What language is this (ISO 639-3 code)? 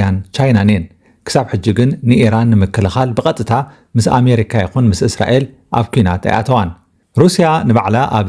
tir